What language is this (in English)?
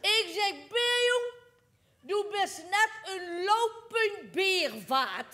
Limburgish